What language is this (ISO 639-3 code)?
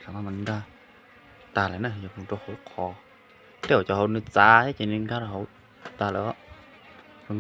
hmn